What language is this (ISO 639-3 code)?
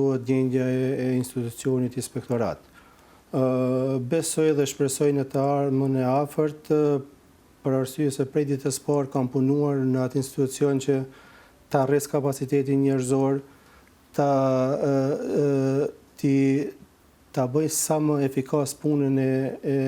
sqi